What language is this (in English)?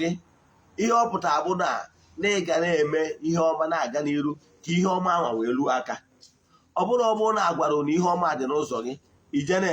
Igbo